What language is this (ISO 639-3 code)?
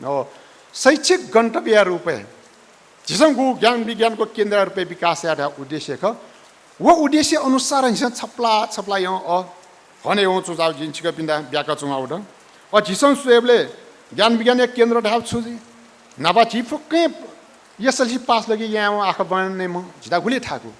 new